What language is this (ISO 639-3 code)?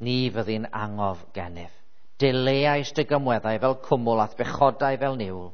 cym